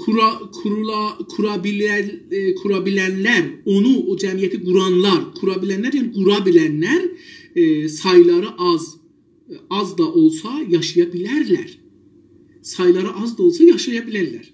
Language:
South Azerbaijani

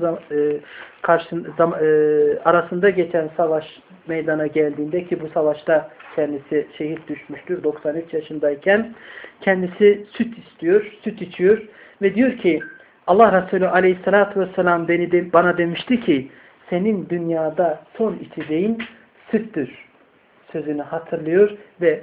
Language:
Turkish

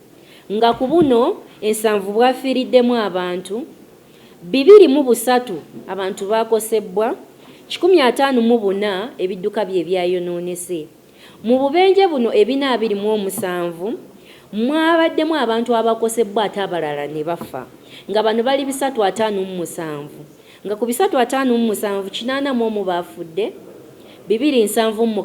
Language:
Ganda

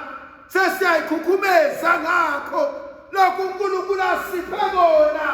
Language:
Zulu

